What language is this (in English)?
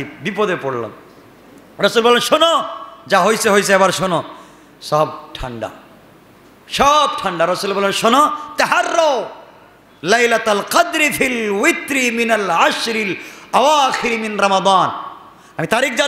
Bangla